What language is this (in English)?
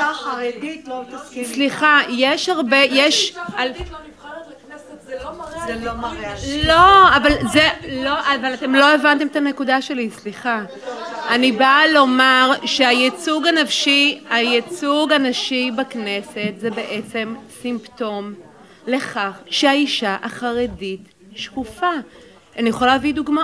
Hebrew